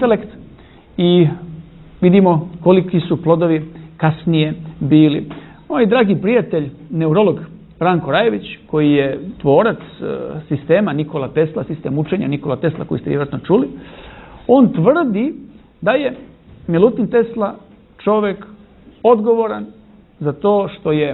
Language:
Serbian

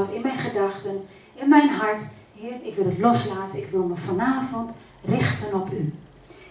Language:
Dutch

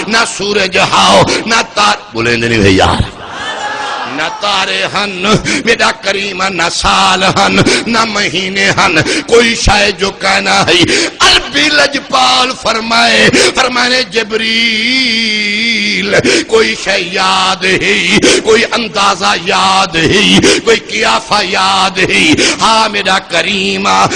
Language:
Saraiki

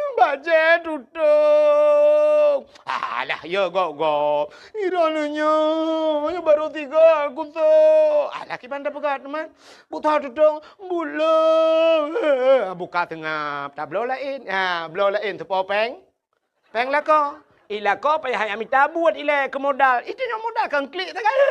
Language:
Achinese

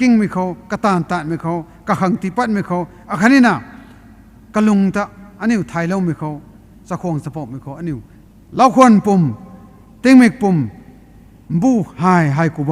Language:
Rongmei Naga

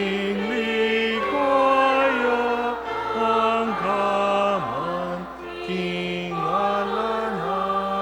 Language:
Pampanga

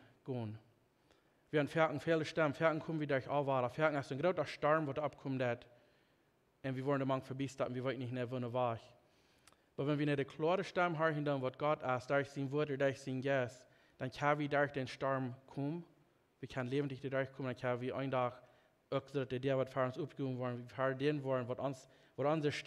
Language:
Plautdietsch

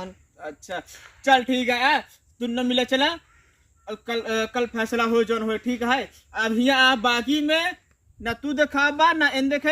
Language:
Awadhi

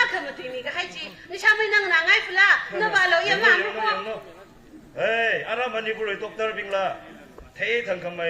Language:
Tangkhul Naga (India)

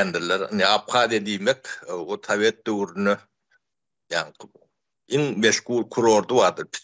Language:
Turkmen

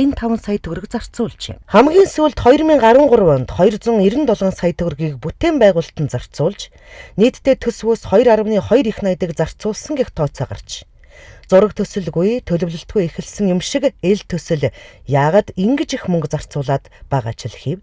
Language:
Mongolian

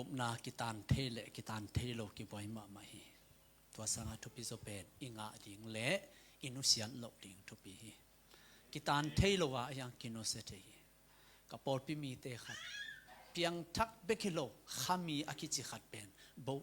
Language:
Tedim Chin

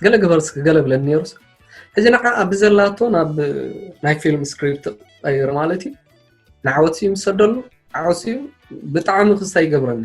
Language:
Tigrinya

